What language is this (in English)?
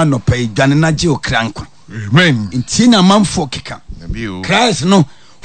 Akan